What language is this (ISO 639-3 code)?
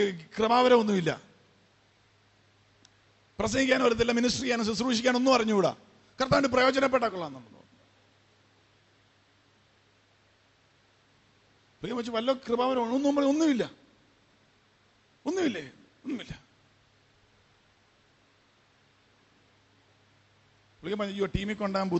mal